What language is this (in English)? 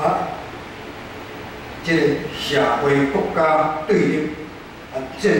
Min Nan Chinese